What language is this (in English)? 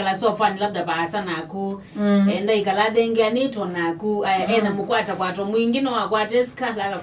Kamba